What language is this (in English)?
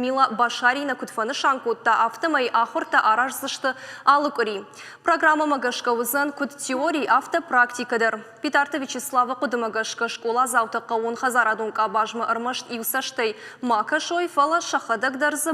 Ossetic